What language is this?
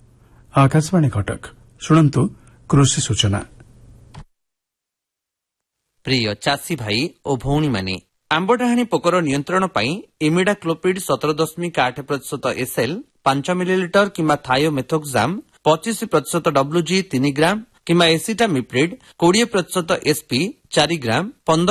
Odia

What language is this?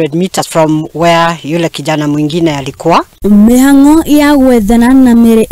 Kikuyu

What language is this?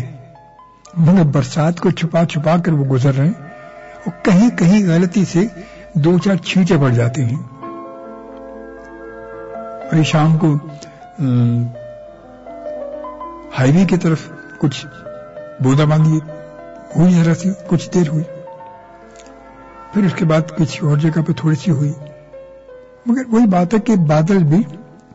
Urdu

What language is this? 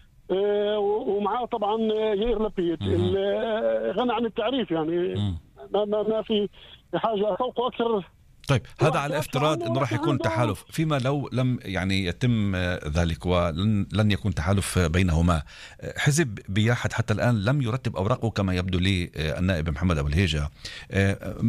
North Levantine Arabic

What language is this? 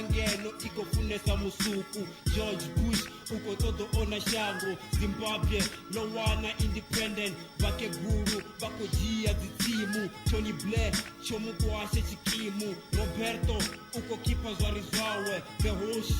Venda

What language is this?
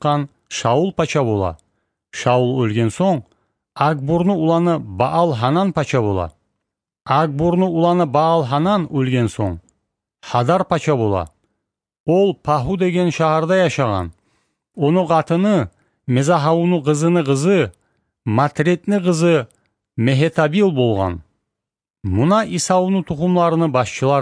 Kumyk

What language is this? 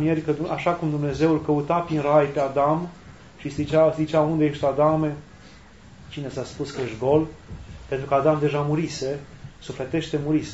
Romanian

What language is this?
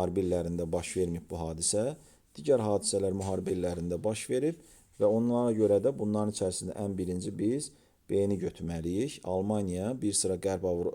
Azerbaijani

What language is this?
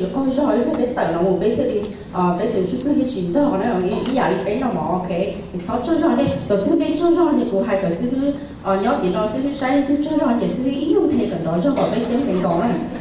Vietnamese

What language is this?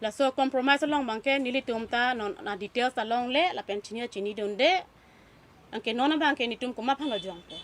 Karbi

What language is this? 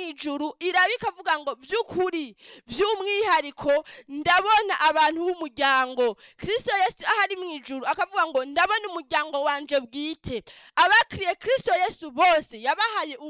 Rundi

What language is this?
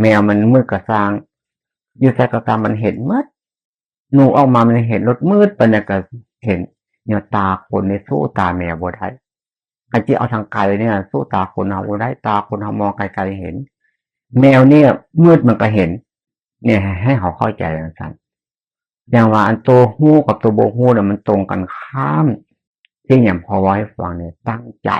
Northeastern Thai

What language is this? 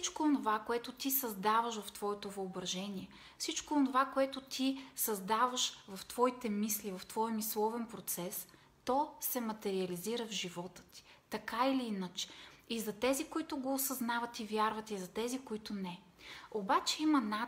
Bulgarian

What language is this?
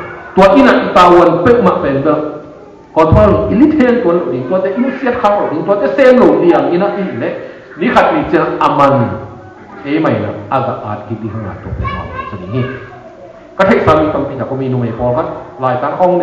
Tedim Chin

